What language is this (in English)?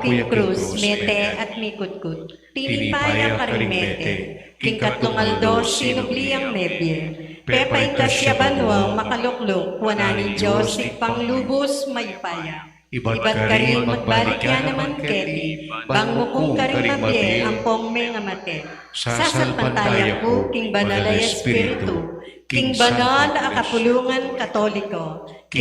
Pampanga